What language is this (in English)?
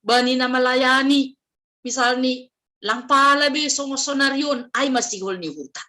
Batak Simalungun